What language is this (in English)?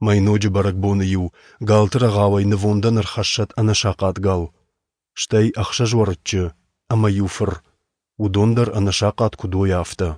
Ossetic